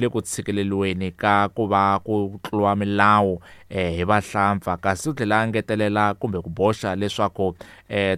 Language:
Tsonga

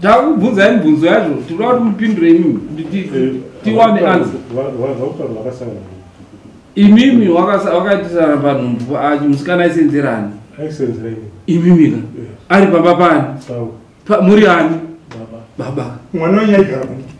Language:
Shona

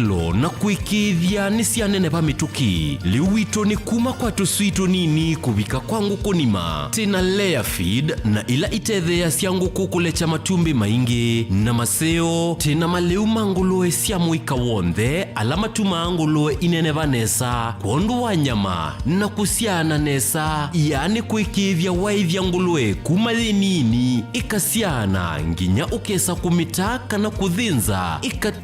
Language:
Kamba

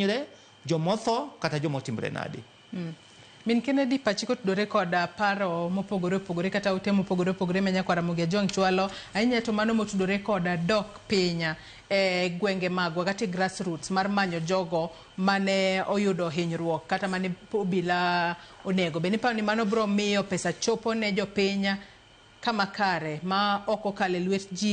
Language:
Luo (Kenya and Tanzania)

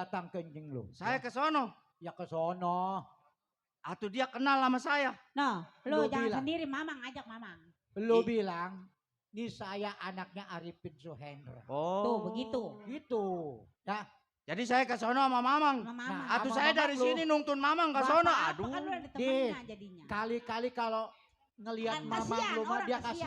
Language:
Betawi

